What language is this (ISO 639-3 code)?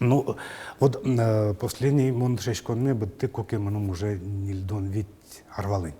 udm